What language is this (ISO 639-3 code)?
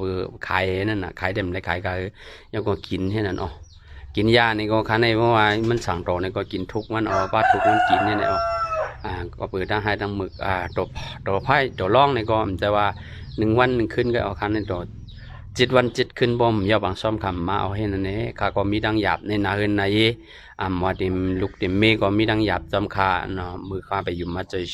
shn